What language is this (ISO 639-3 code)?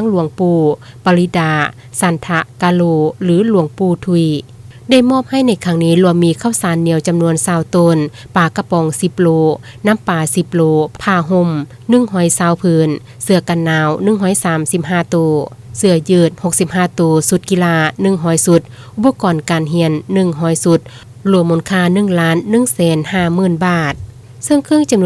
lao